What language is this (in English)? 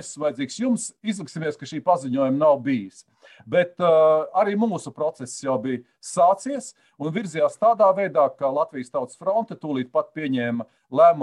Latvian